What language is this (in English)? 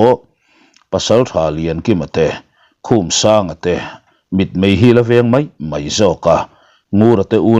Mizo